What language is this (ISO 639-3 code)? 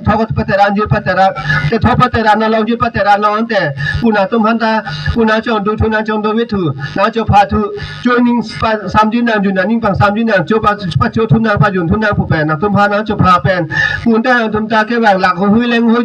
mjw